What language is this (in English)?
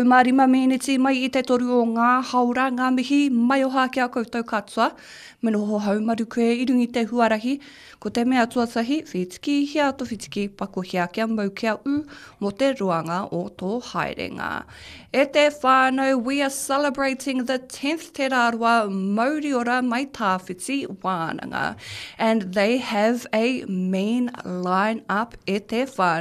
Māori